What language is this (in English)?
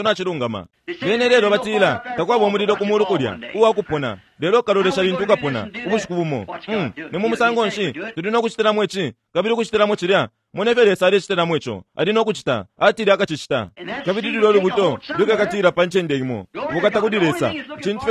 Bemba